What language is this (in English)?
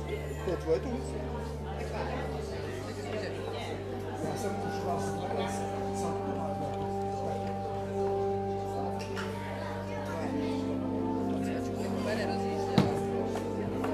Czech